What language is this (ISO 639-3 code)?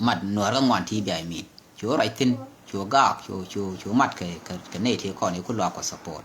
nus